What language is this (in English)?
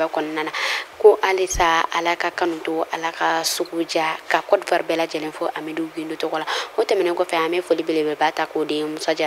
Bambara